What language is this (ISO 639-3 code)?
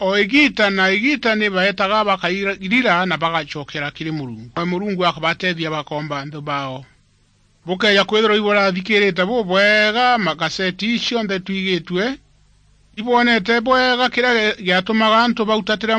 mer